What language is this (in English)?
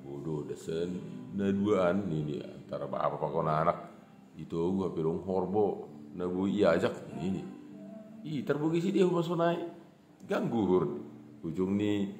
Batak Simalungun